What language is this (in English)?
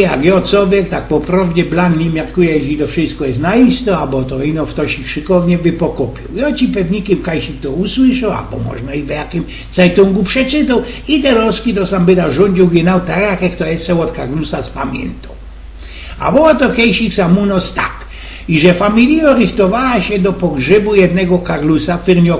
Silesian